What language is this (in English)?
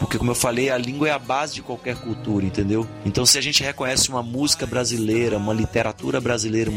Portuguese